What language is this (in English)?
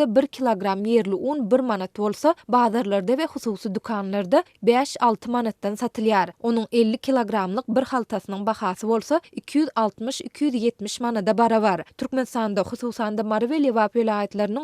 Turkmen